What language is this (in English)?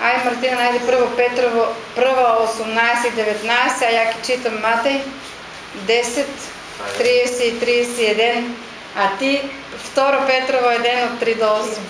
Macedonian